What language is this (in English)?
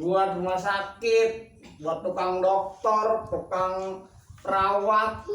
Betawi